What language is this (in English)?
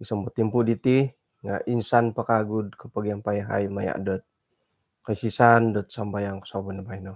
Central Dusun